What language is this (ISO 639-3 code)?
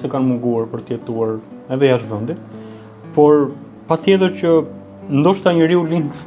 sqi